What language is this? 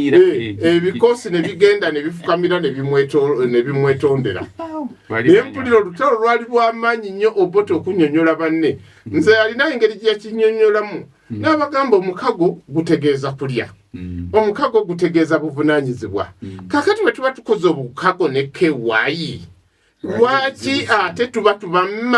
Ganda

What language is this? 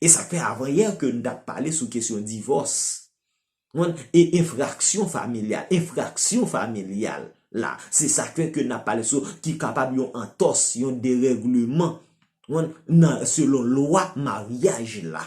Haitian Creole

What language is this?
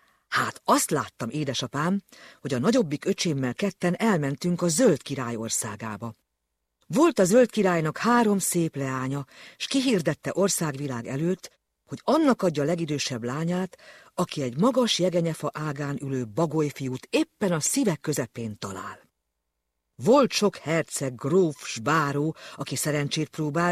Hungarian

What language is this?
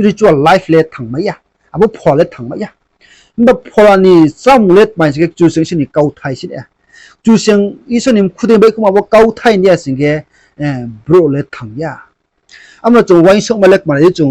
Riang (India)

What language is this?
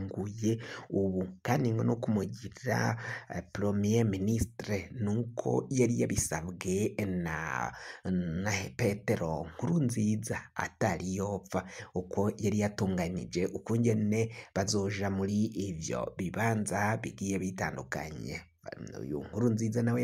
Rundi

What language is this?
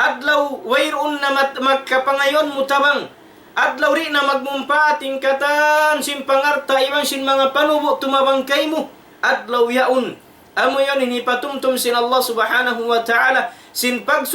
Tausug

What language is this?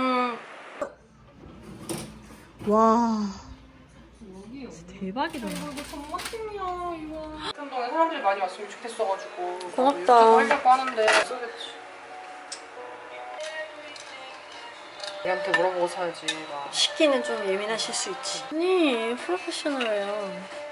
Korean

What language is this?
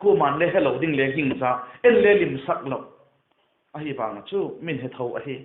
Vaiphei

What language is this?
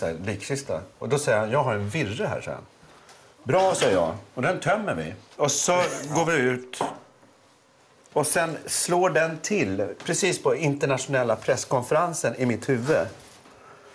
Swedish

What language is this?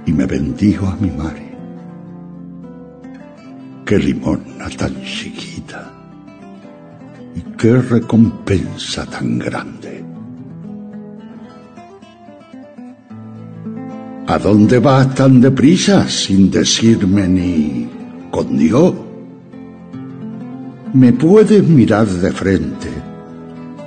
Spanish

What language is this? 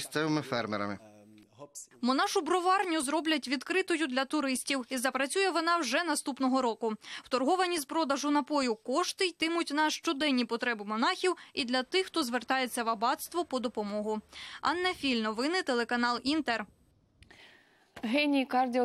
Ukrainian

